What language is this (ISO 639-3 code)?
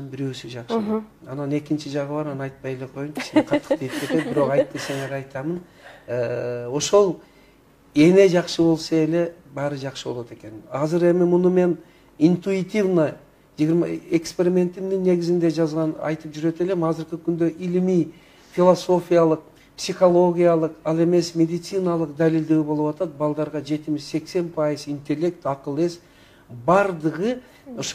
kir